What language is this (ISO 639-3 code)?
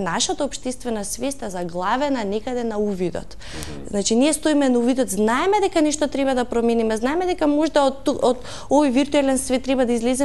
mkd